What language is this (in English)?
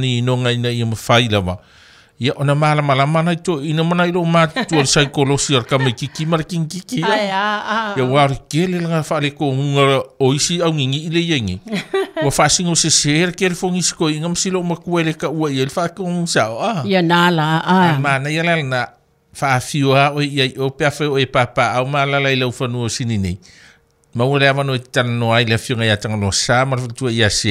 Samoan